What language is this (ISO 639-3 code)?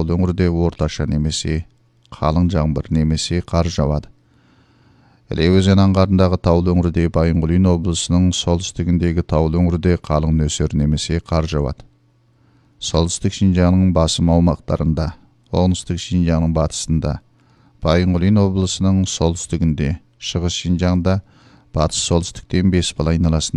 kaz